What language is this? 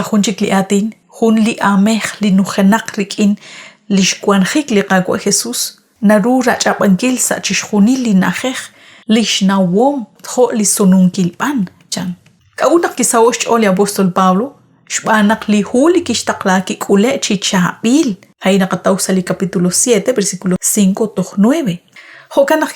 Kekchí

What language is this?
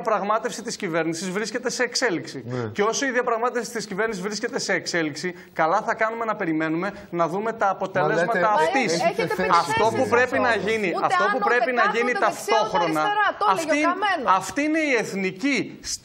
Greek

